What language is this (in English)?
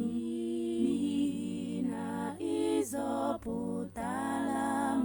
Igbo